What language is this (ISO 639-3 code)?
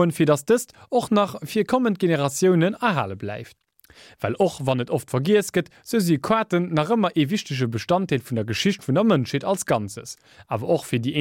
ltz